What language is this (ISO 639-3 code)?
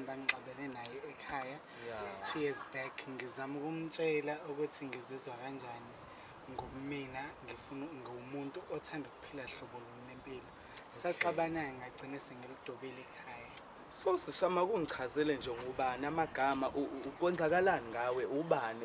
zul